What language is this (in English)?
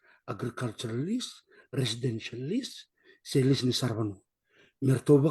Fijian